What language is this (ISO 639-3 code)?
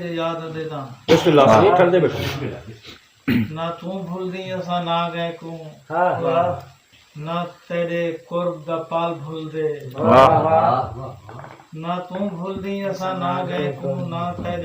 skr